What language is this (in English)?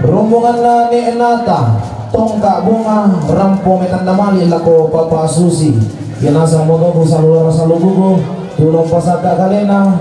Toraja-Sa'dan